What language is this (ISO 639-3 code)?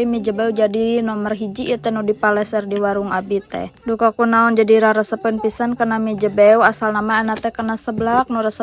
sun